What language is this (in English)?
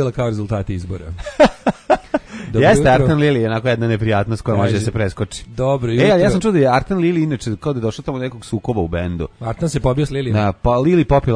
Serbian